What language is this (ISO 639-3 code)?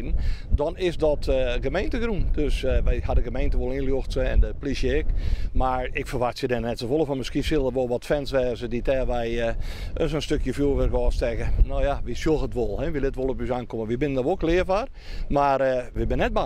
fry